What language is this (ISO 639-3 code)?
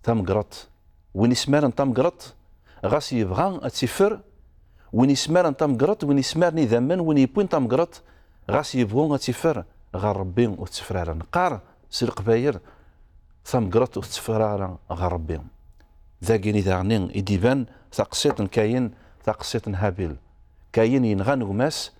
kab